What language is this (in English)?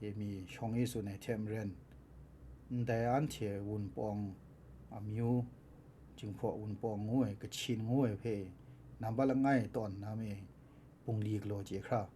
Kachin